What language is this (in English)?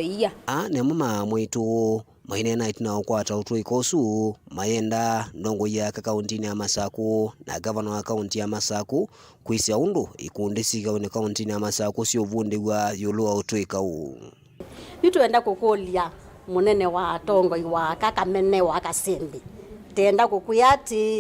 Kamba